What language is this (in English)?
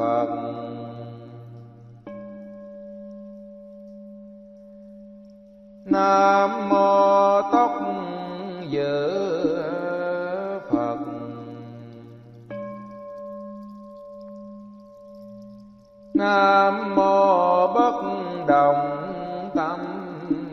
Vietnamese